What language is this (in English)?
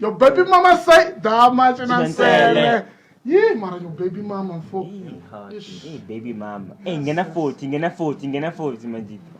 Tsonga